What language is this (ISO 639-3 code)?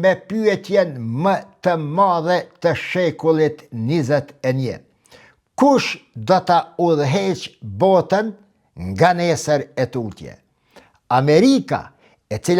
sqi